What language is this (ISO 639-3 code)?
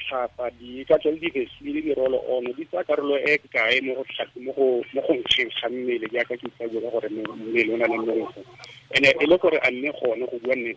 tsn